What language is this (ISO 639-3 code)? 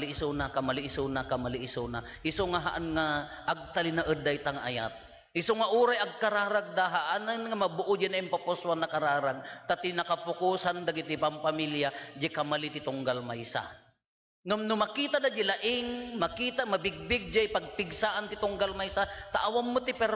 ilo